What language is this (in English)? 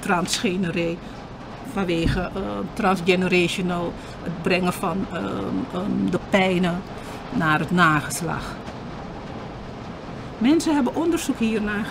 Dutch